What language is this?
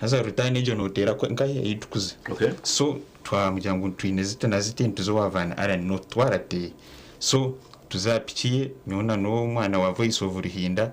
Nyankole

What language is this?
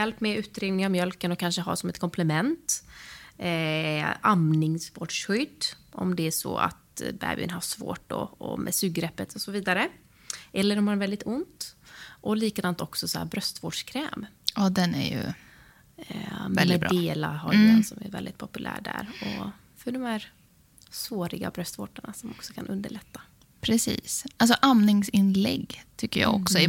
Swedish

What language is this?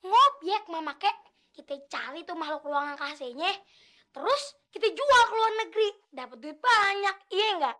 Betawi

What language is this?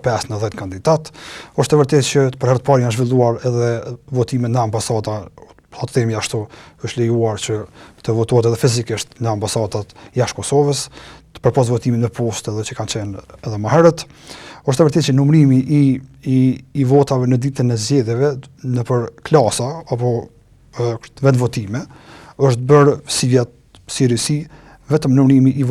Albanian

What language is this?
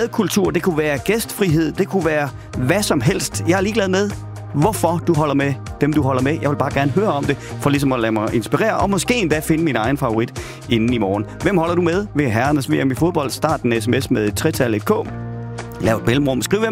Danish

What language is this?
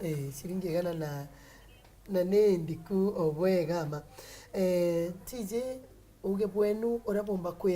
Meru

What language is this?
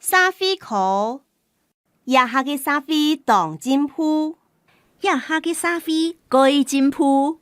Hakka Chinese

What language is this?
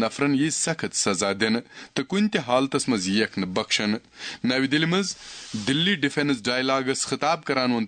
Kashmiri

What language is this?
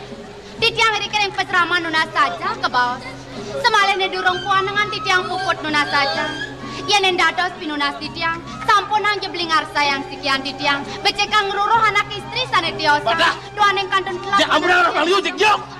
Balinese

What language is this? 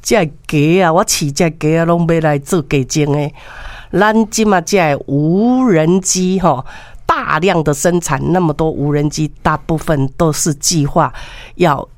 Min Nan Chinese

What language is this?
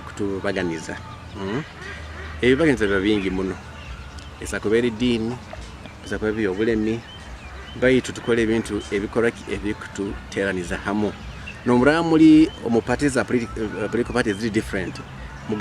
Nyoro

